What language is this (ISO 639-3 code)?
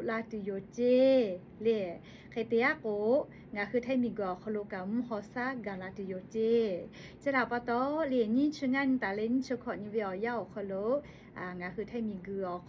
lhu